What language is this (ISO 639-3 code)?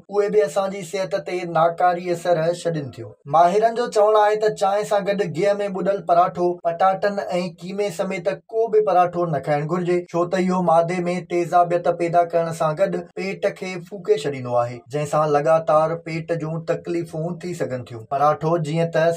snd